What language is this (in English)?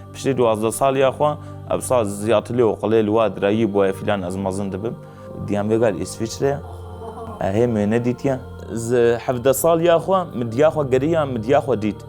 Kurdish